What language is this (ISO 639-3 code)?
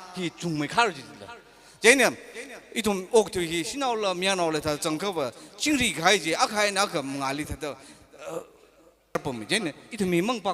nmf